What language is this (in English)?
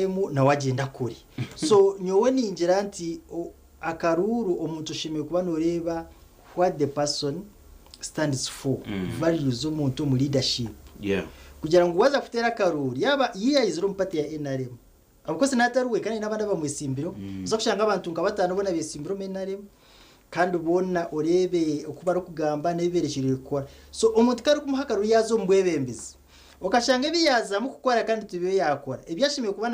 Nyankole